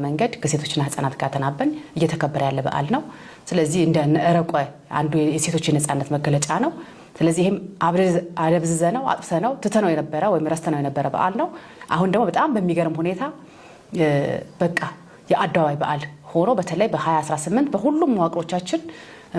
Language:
Amharic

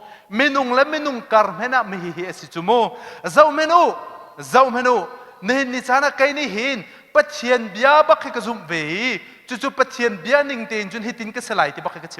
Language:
Hakha Chin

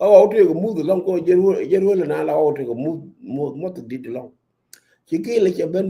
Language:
Nuer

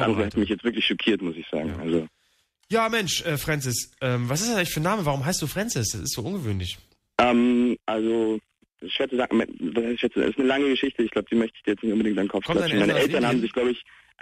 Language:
German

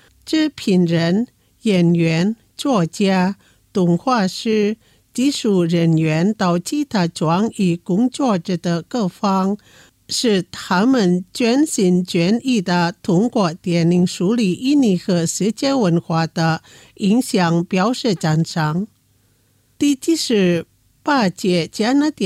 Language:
Chinese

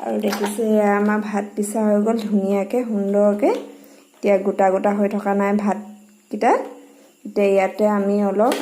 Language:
Assamese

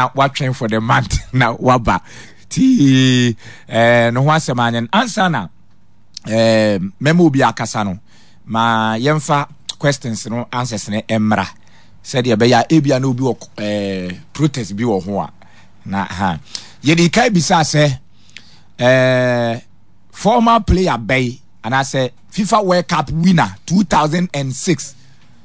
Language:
Akan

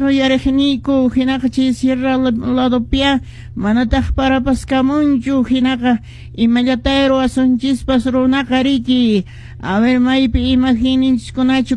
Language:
Quechua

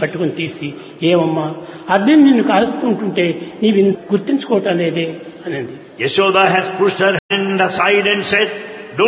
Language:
Telugu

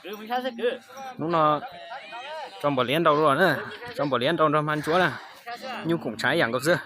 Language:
Hmong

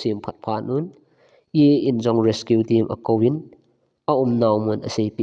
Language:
Thado Chin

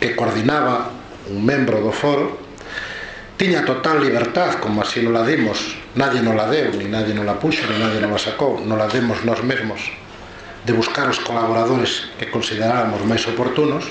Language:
Galician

